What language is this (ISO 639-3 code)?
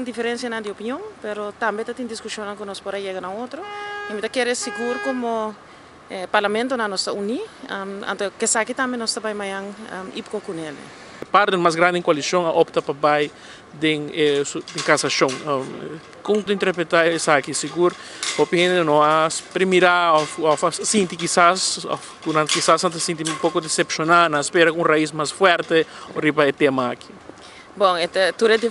pap